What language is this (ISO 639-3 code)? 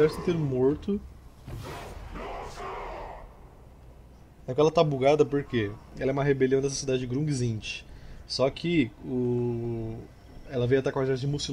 por